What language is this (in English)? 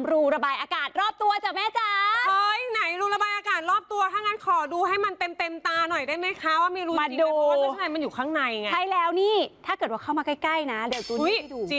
Thai